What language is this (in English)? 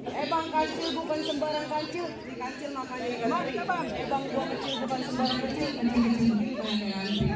Betawi